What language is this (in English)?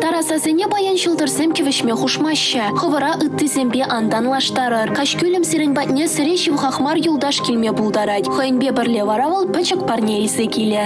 Chuvash